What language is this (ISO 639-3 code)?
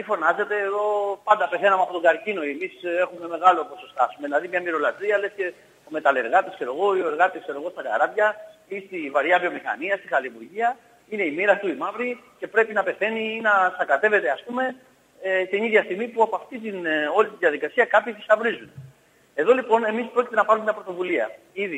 ell